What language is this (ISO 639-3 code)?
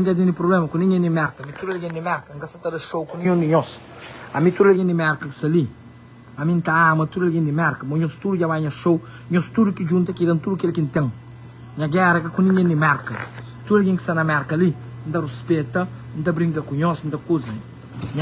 kea